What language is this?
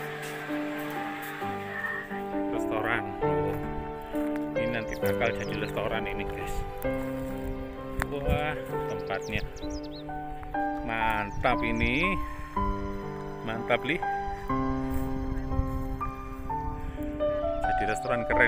Indonesian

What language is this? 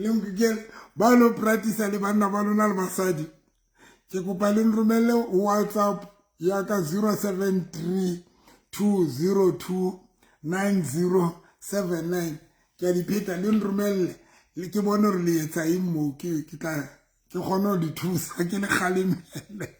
Southern Sotho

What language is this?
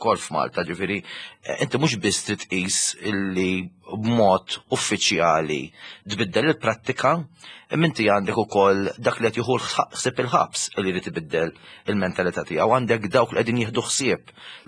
Maltese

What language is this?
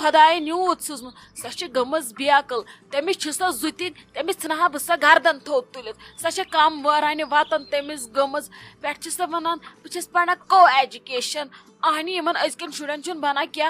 Kashmiri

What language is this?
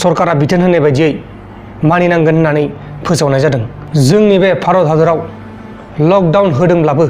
Bodo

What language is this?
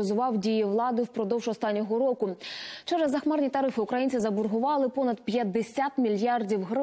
Ukrainian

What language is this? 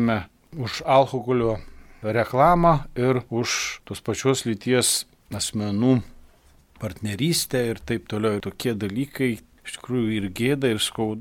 Lithuanian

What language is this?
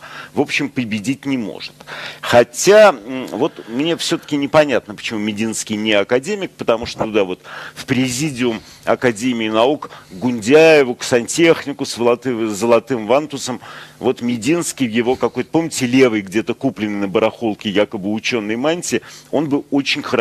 Russian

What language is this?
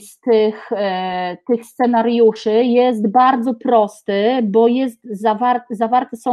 Polish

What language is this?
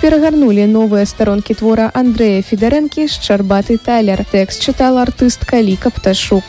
Belarusian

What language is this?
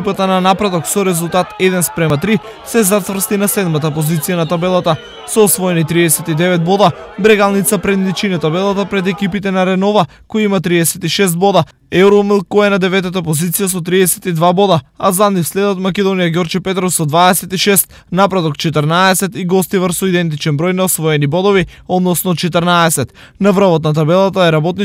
Macedonian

